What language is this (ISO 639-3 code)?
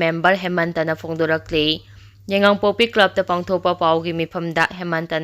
mni